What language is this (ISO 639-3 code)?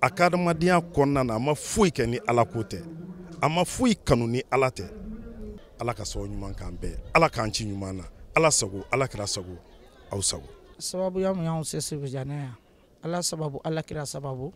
bam